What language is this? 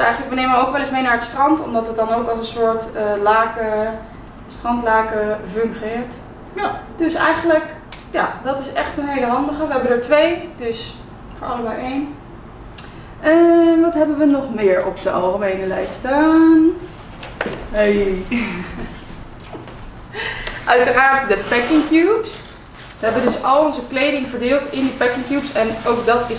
Dutch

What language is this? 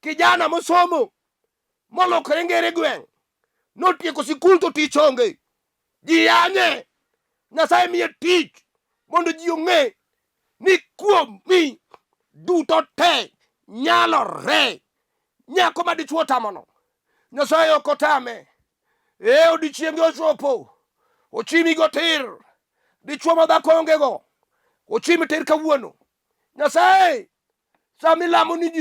Luo (Kenya and Tanzania)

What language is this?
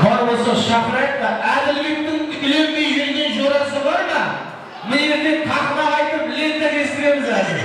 Kara-Kalpak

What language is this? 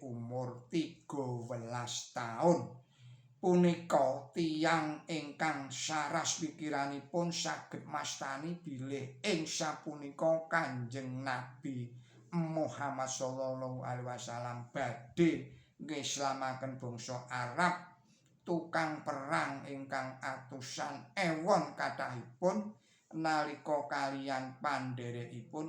Javanese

